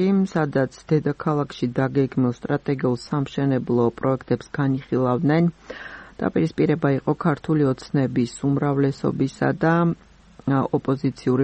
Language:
Georgian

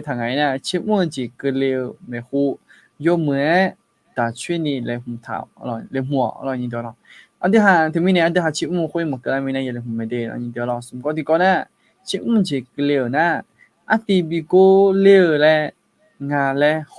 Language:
Akha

